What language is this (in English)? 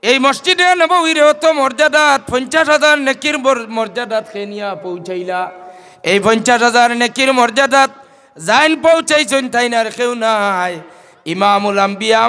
Sylheti